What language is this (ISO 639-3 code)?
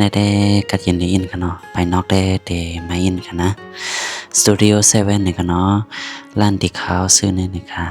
shn